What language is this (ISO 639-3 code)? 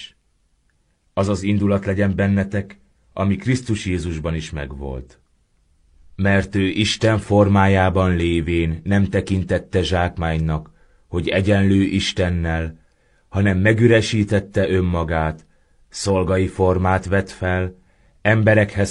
hun